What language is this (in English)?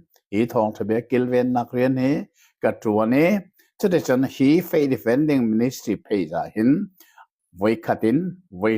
Hakha Chin